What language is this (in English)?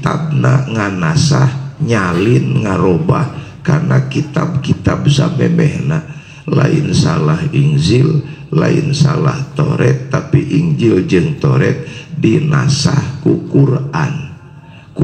Sundanese